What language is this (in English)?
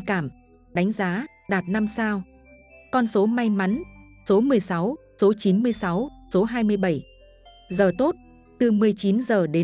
Vietnamese